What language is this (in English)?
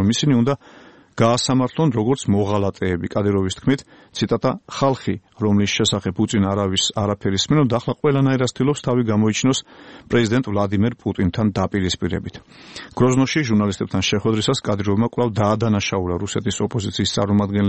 Georgian